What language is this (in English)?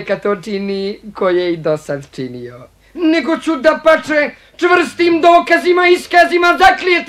Bosnian